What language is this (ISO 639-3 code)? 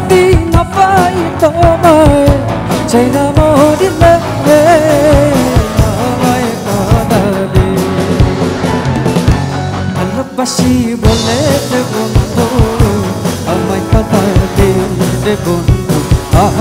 ben